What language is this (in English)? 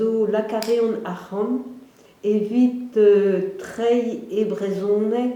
Breton